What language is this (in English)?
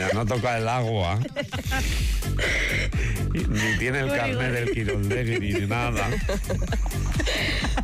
Basque